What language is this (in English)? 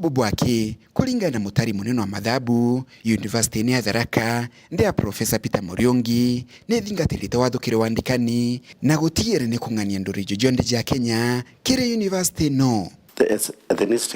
Meru